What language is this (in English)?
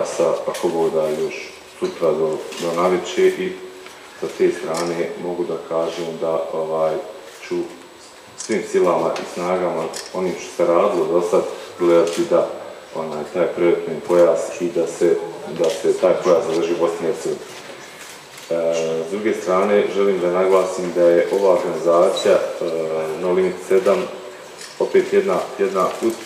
Bosnian